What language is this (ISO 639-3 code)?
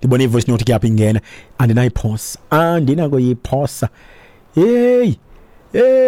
xho